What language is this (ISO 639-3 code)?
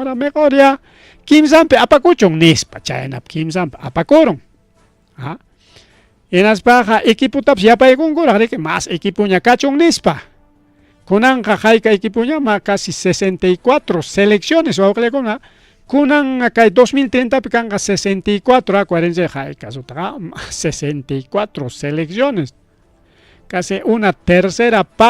quy